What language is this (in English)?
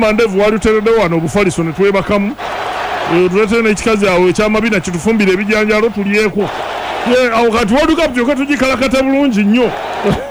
Ganda